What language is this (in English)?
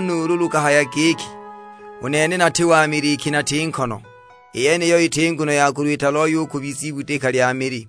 Sukuma